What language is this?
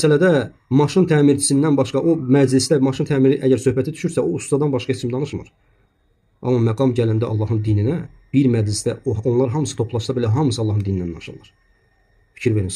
Azerbaijani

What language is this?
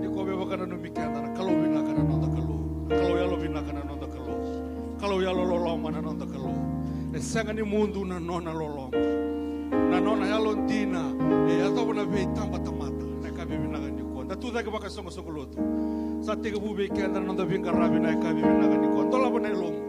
Fijian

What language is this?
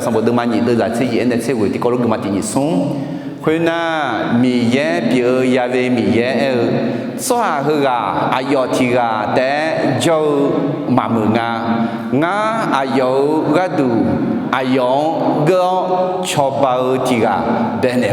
Akha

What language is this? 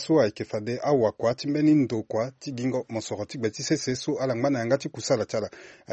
Sango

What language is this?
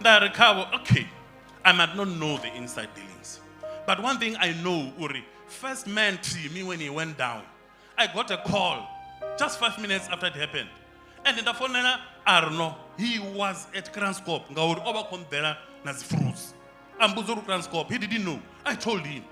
Venda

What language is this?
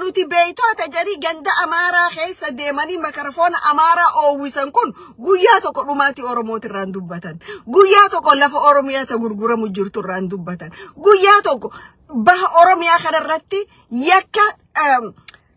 Oromo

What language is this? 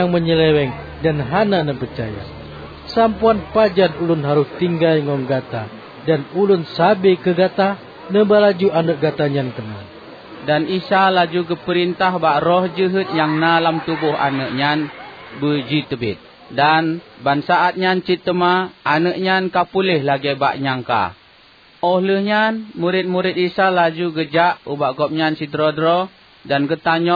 Achinese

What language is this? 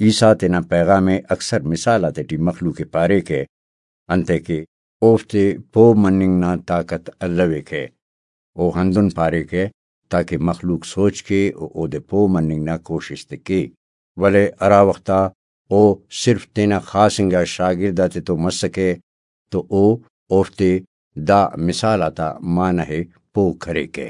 Brahui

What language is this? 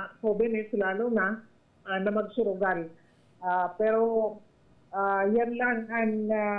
Bikol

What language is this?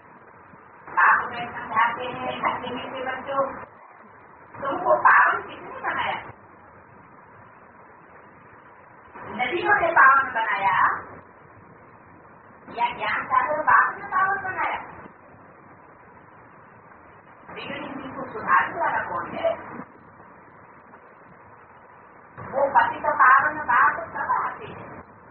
Hindi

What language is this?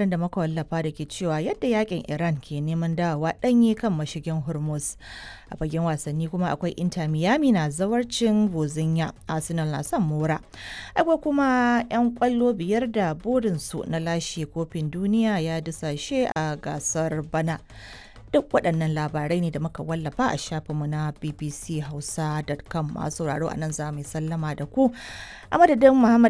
Hausa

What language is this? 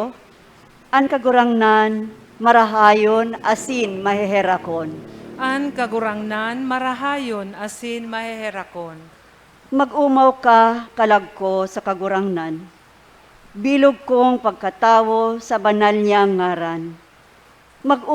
Bikol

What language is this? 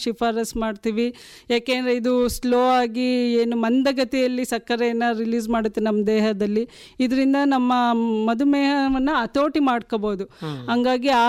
Kannada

